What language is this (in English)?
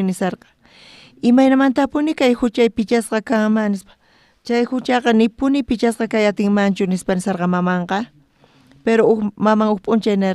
South Bolivian Quechua